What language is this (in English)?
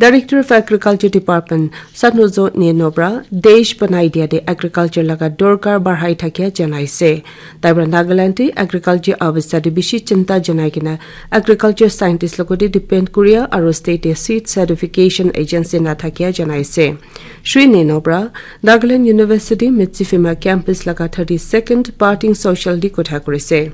Naga Pidgin